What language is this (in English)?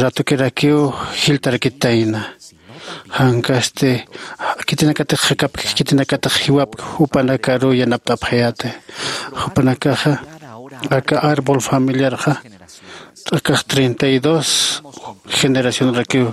Aymara